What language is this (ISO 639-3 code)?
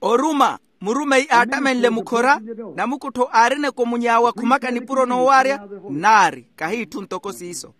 vmw